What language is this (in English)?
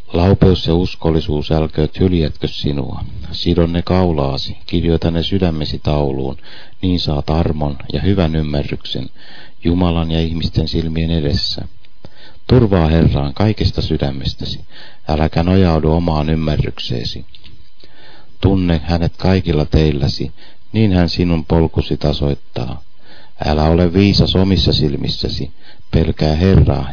Finnish